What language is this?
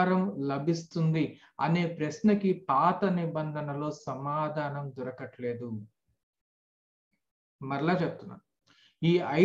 Telugu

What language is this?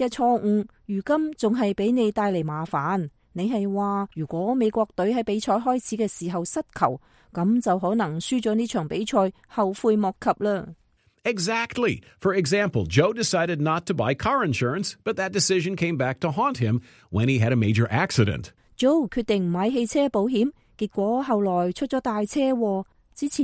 Cantonese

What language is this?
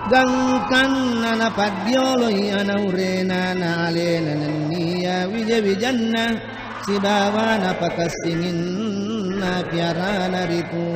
Buginese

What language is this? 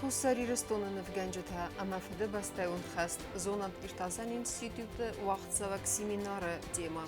Ossetic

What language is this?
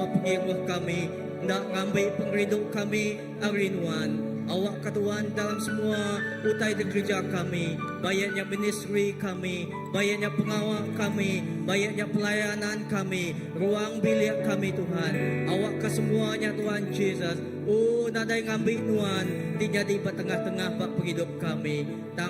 Iban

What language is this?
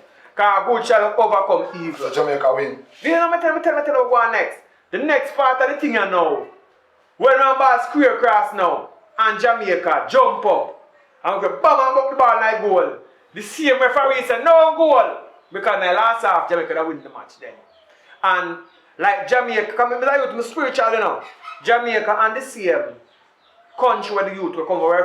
Jamaican Creole English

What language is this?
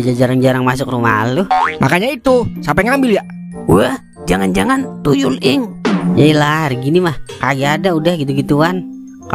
Betawi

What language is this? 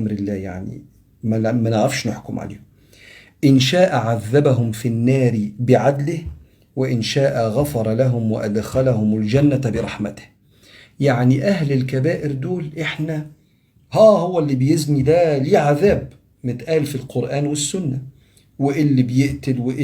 Egyptian Arabic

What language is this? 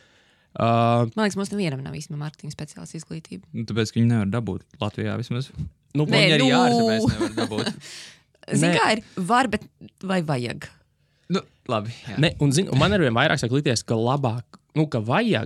Latvian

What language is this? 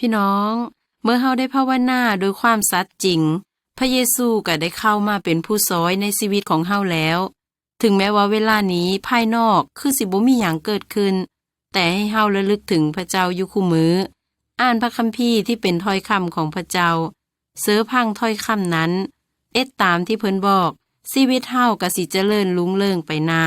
Lao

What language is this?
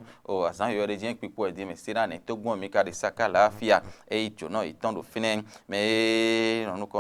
Fon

